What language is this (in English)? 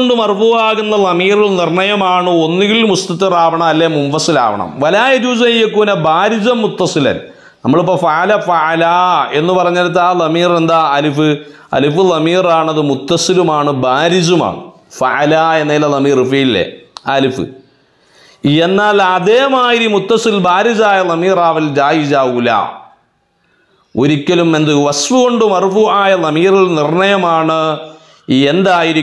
Malayalam